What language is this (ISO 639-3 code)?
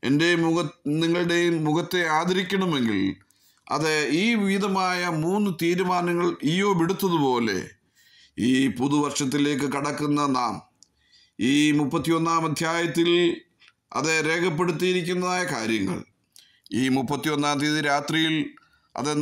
mal